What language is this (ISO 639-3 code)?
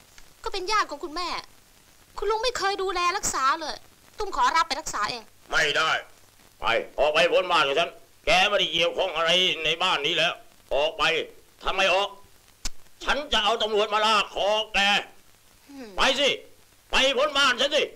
tha